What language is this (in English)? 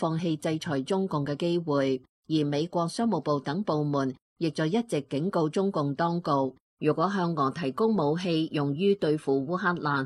Cantonese